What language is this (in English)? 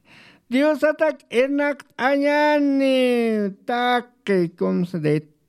Aymara